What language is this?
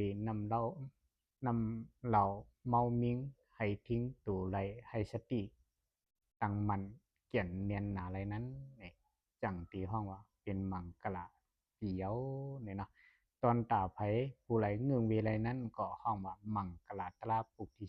Shan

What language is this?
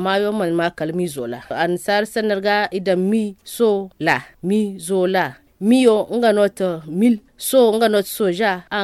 Zarma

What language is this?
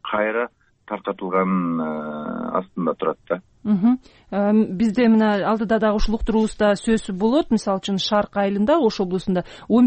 Kyrgyz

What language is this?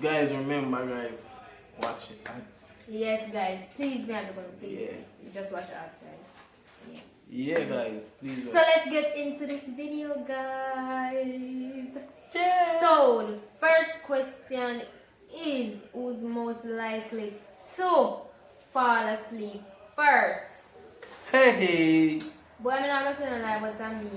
Jamaican Creole English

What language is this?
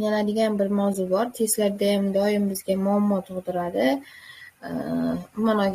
Uzbek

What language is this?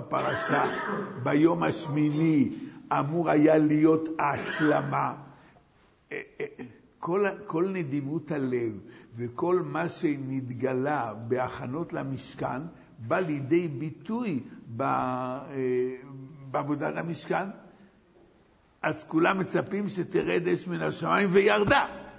Hebrew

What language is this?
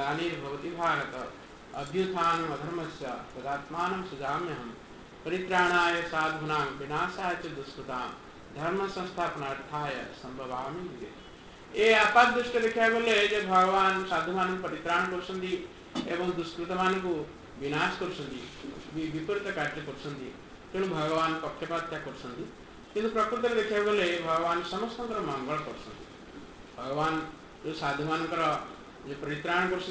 Odia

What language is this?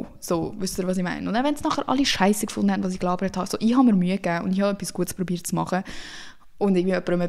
Swiss German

